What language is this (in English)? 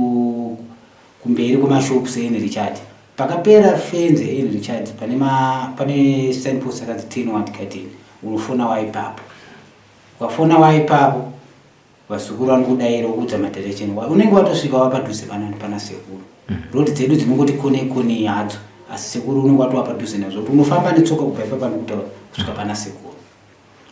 Shona